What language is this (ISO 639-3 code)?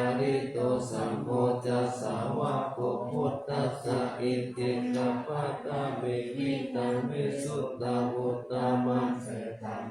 pli